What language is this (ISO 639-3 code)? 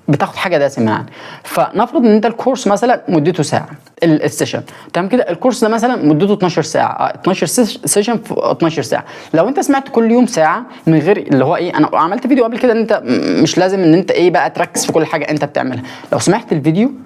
arz